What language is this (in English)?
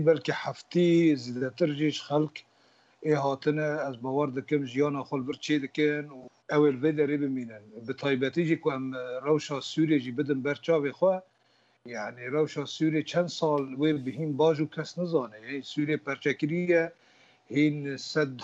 Kurdish